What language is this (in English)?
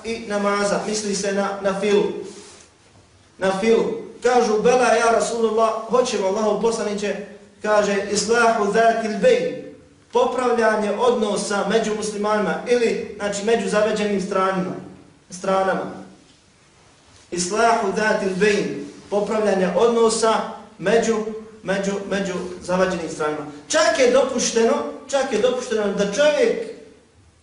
Bosnian